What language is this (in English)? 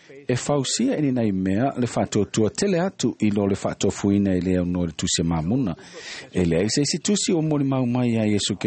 Samoan